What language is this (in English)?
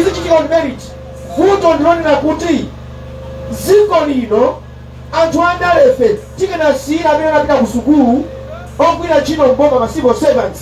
Nyanja